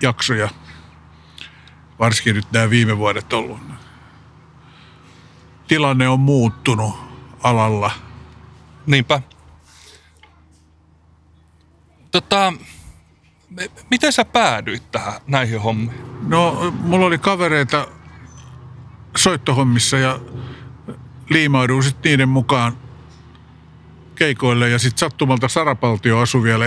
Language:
Finnish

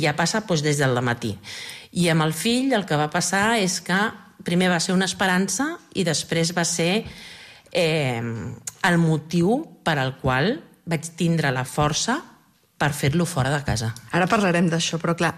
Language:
Catalan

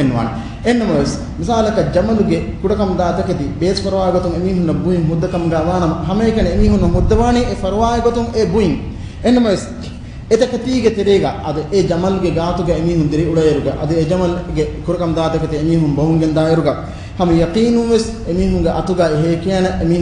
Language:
Divehi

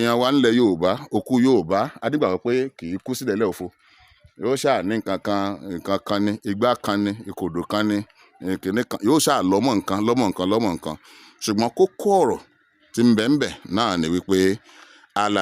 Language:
Yoruba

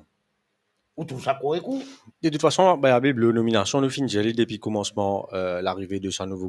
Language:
Morisyen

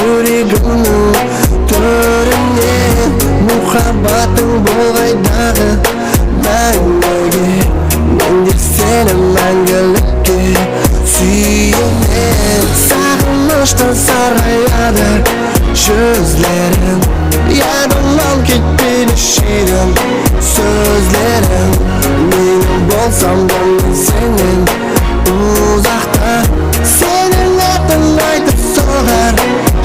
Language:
Kara-Kalpak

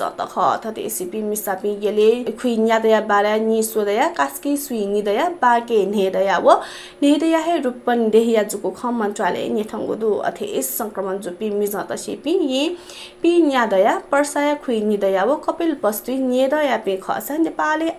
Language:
Newari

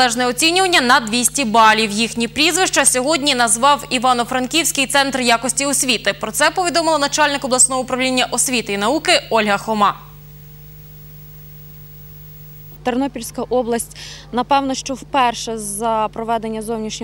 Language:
Ukrainian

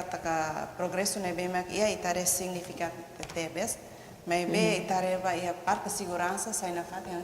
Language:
Tetum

